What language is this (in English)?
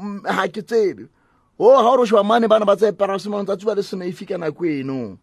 Southern Sotho